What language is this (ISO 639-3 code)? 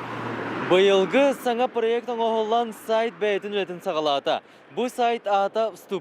sah